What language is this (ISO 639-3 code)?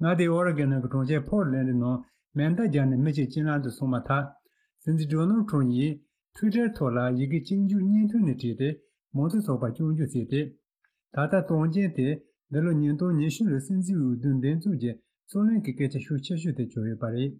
bod